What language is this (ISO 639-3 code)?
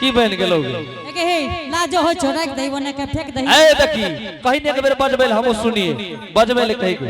anp